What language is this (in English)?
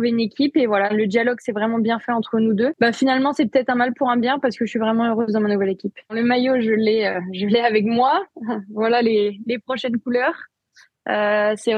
French